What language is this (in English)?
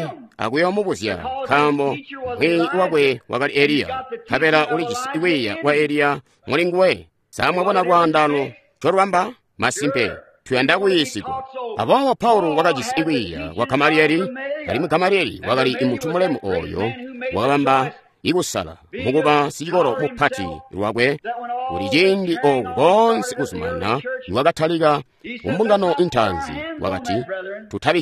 Tonga (Zambia)